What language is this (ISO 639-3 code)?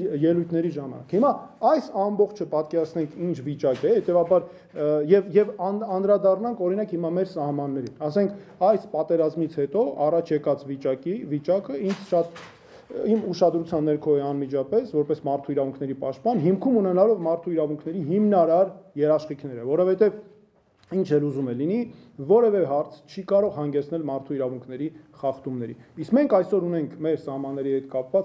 hye